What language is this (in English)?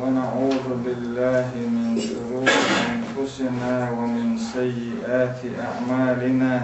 Chechen